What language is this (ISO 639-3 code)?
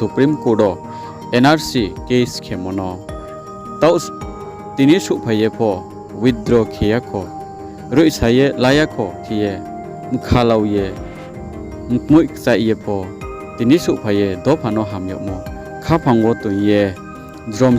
ria